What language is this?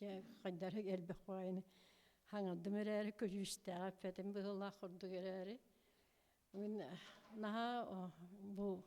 Yakut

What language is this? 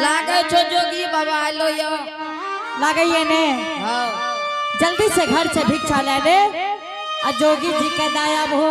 Angika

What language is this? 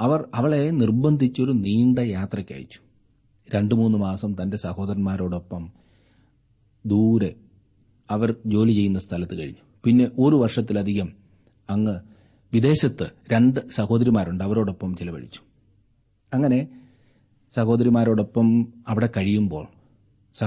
Malayalam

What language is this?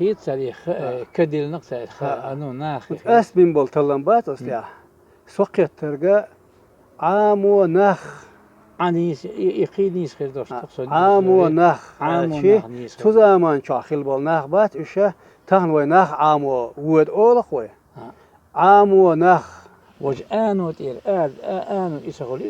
Chechen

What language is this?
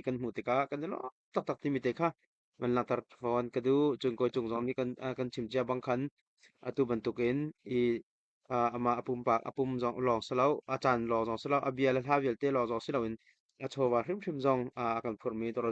Hakha Chin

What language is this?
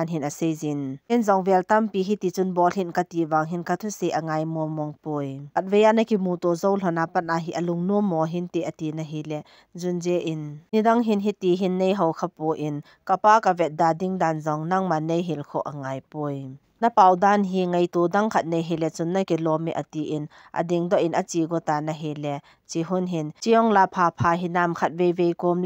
Thado Chin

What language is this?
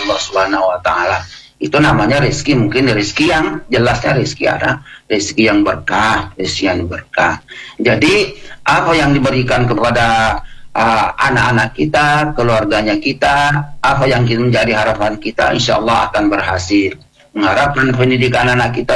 Indonesian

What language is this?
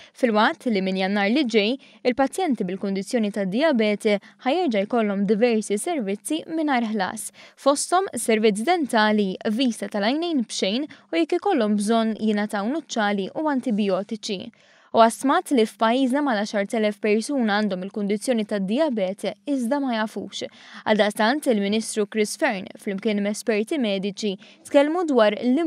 Maltese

